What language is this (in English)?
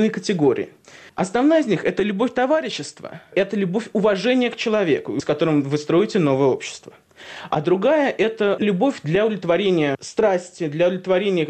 Russian